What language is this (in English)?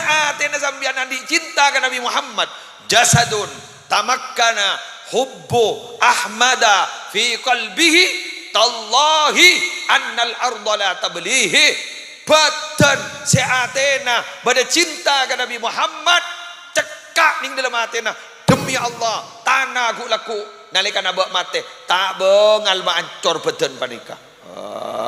Madurese